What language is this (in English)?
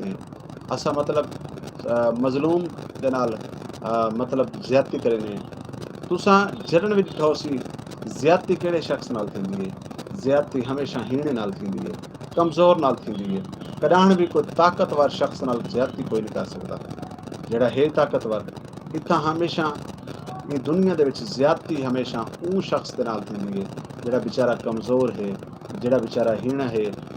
Saraiki